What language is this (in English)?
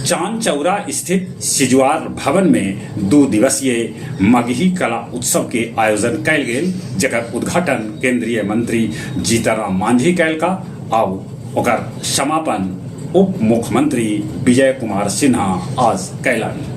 Magahi